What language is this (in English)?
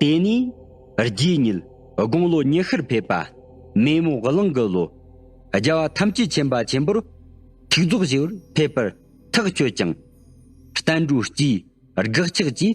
Tibetan